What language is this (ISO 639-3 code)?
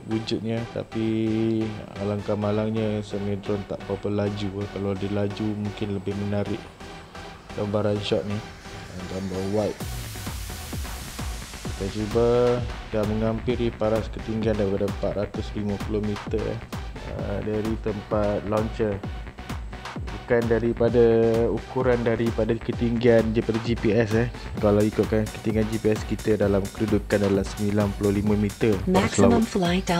msa